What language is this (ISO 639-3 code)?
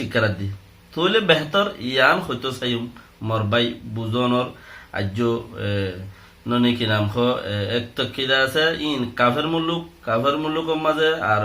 rhg